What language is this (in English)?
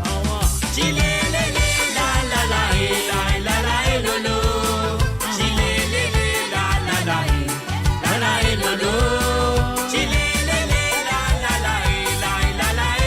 Morisyen